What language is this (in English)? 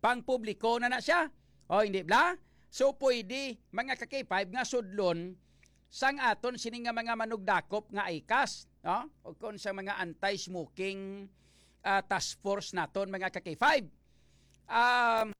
Hiligaynon